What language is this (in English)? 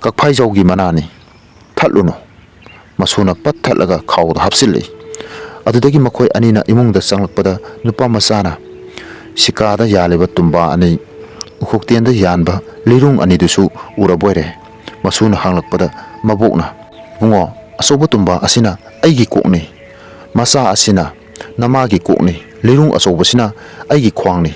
Manipuri